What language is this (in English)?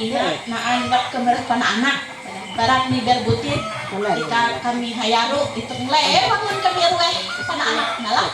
Ma'anyan